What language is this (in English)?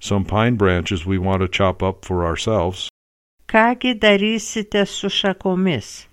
Lithuanian